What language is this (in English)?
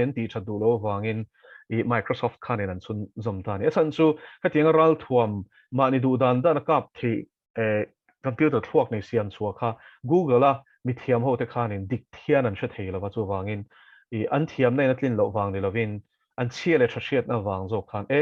Mizo